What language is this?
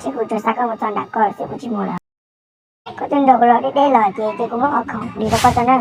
Hmong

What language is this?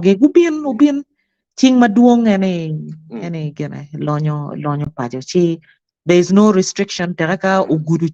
Acoli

